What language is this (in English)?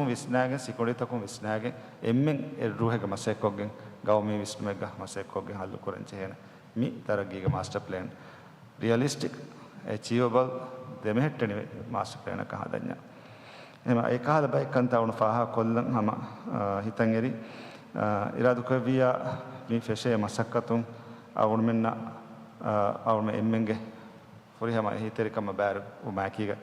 Divehi